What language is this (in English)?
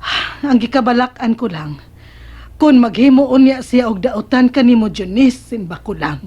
Cebuano